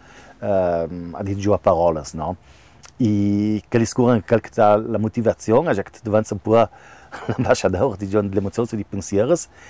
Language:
Italian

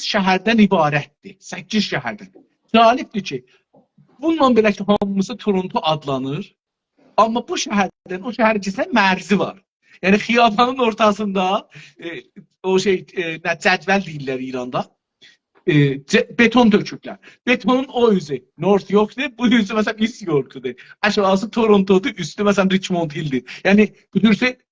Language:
South Azerbaijani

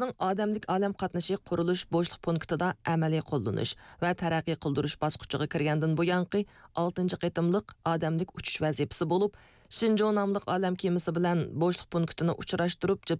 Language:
Uyghur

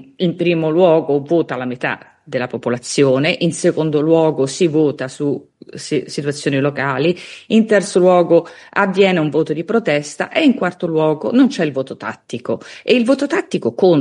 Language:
Italian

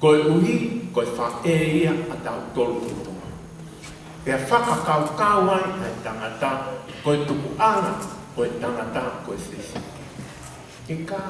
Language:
Tongan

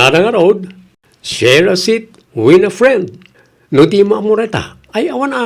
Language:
Iloko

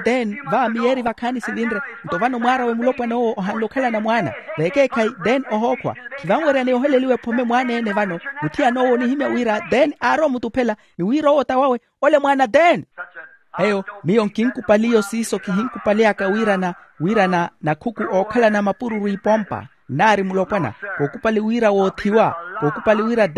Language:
Makhuwa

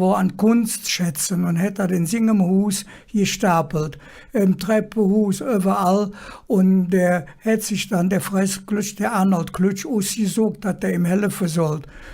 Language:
Colognian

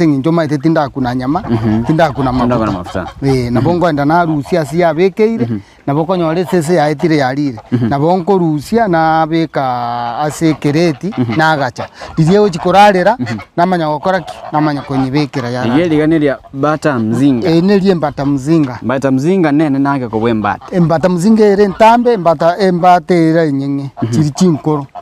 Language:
Gusii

